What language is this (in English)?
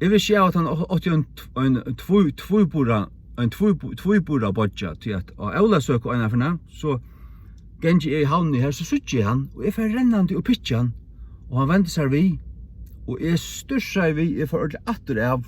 Faroese